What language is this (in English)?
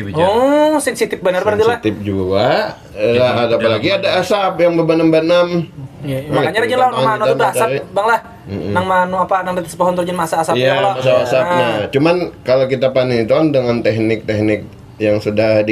Banjar